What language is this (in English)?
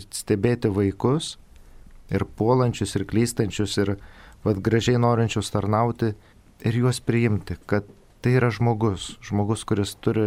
Lithuanian